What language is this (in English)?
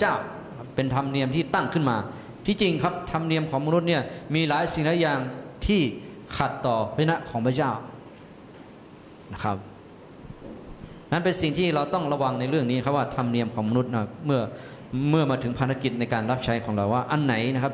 Thai